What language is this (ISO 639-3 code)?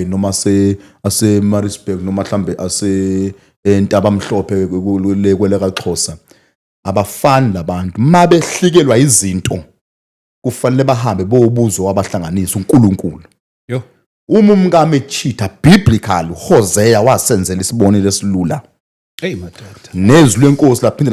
zul